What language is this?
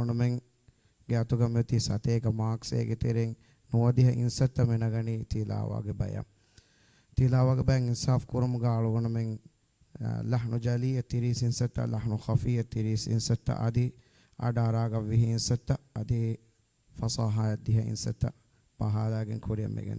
Divehi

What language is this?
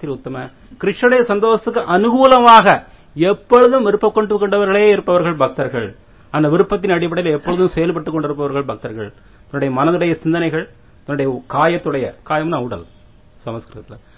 Tamil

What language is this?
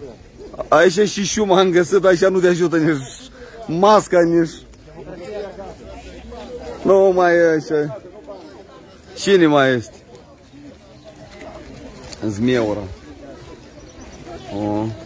Romanian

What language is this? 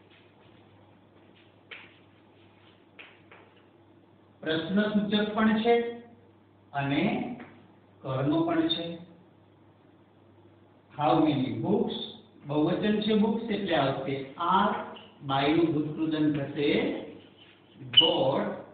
Gujarati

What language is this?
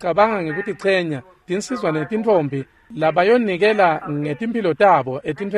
Swati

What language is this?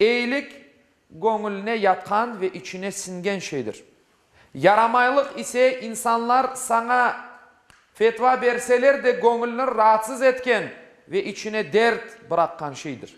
Crimean Tatar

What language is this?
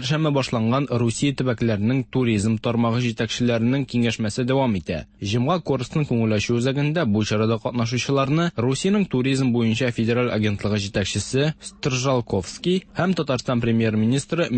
Tatar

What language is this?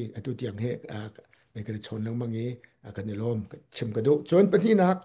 Hakha Chin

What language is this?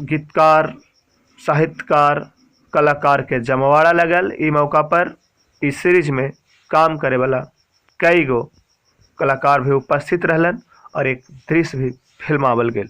Magahi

